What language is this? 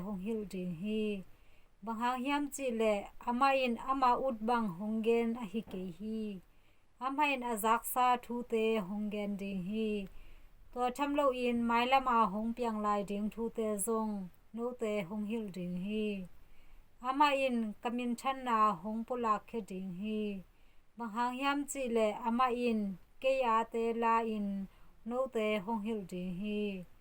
Tedim Chin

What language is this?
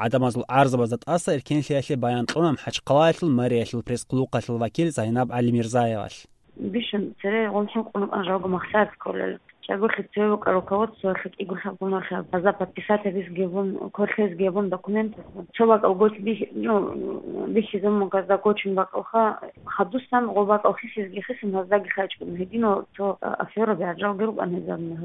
Avaric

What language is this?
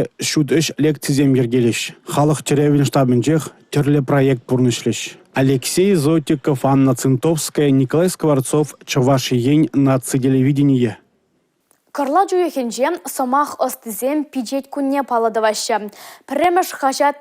Chuvash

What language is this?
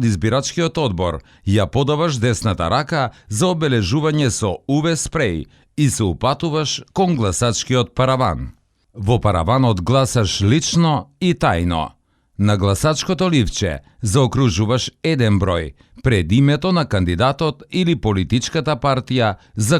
Macedonian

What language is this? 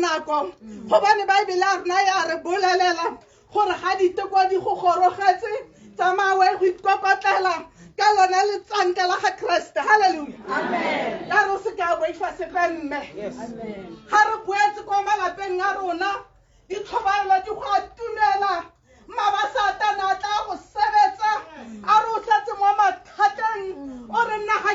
Tswana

